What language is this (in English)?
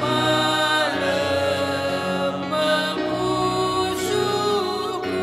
Batak Karo